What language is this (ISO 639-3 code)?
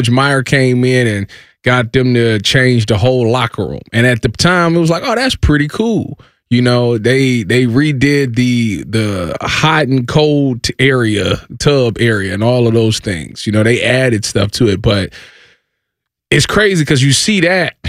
eng